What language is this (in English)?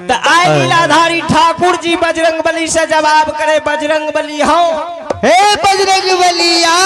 Maithili